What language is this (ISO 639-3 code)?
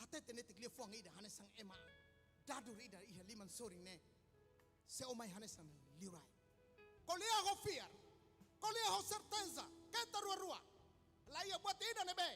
tet